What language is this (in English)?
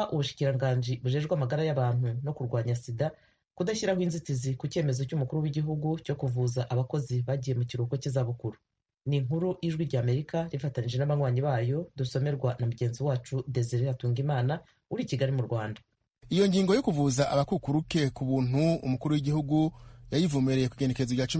Kinyarwanda